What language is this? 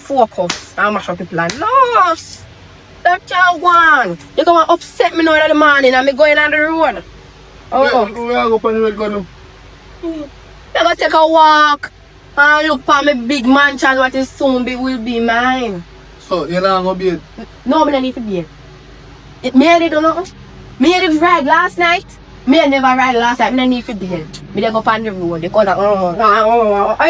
Jamaican Creole English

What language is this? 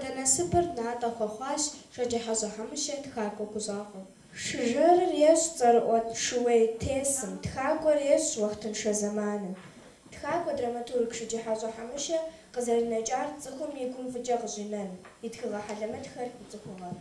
Kabardian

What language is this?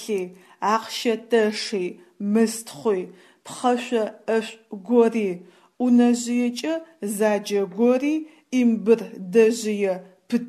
Adyghe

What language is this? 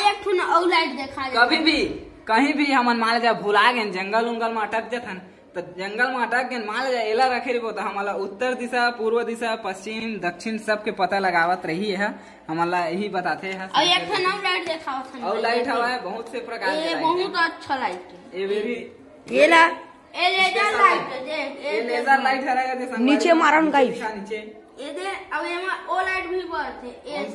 Chhattisgarhi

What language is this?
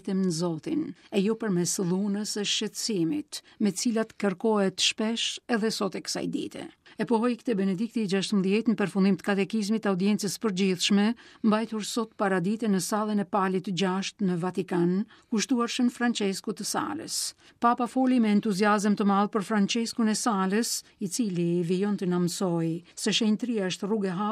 Albanian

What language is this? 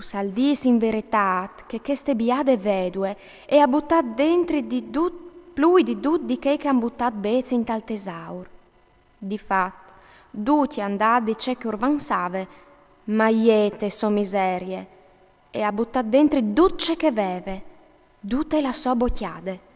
Friulian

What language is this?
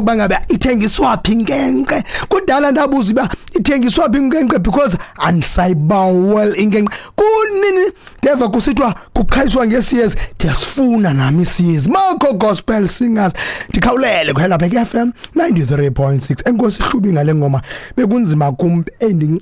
Xhosa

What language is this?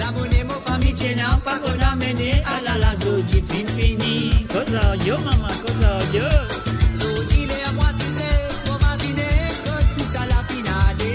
Morisyen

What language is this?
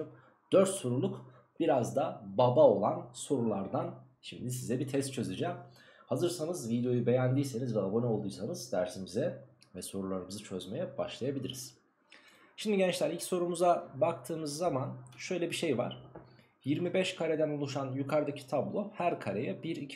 Turkish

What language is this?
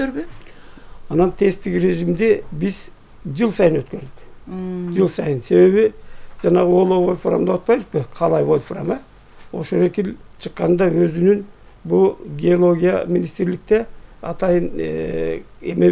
Kyrgyz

